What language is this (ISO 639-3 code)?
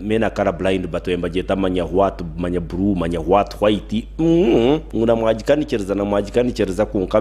nyn